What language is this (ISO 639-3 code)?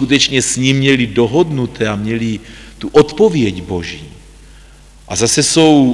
ces